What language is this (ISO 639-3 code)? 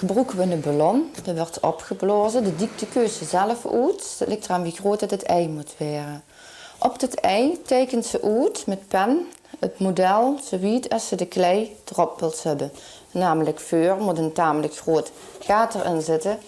lim